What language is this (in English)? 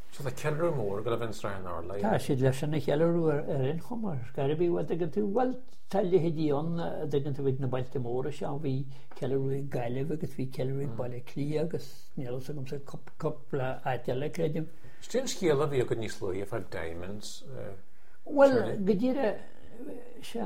Irish